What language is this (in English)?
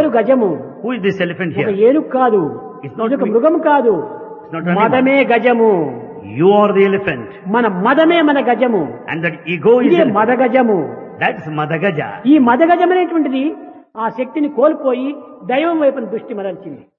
Telugu